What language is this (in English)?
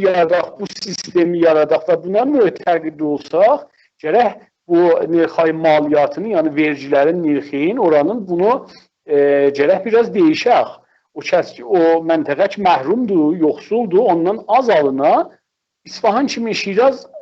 South Azerbaijani